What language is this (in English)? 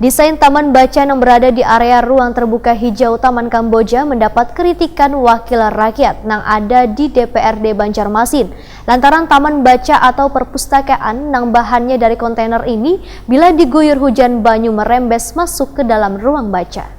Banjar